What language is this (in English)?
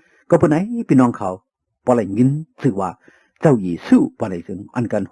Shan